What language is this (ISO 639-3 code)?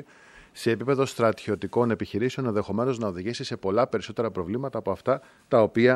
ell